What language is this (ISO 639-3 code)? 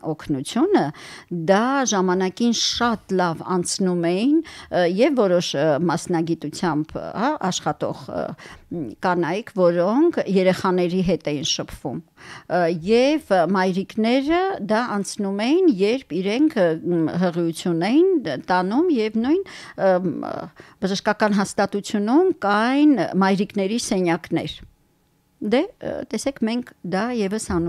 hye